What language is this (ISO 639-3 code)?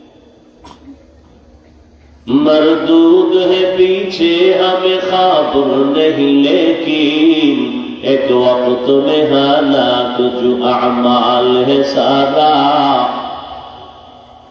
ben